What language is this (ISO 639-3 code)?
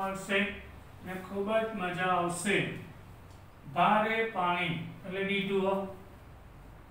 guj